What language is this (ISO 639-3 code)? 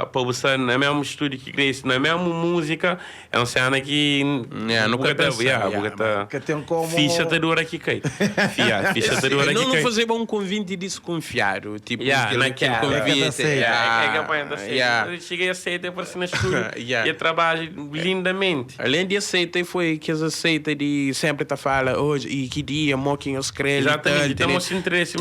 kea